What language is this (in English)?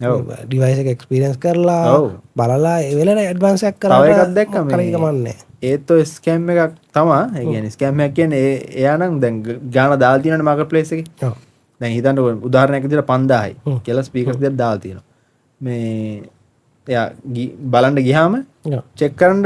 Sinhala